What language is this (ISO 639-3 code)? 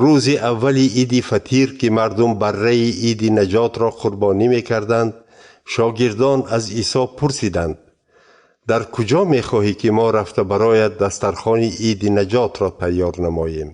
tgk